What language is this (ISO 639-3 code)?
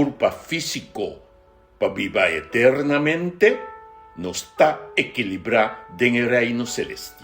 pap